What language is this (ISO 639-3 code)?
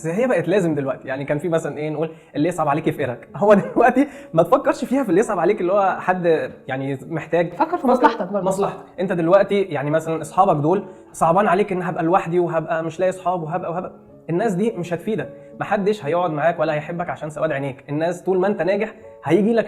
arz